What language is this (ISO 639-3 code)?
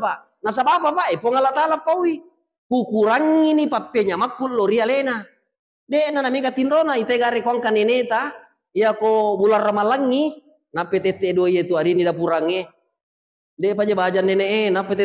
bug